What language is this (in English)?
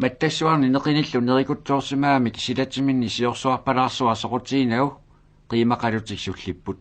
Kalaallisut